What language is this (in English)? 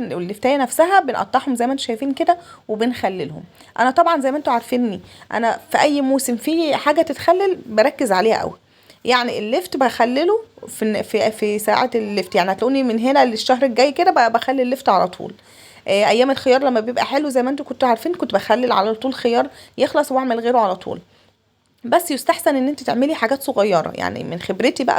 Egyptian Arabic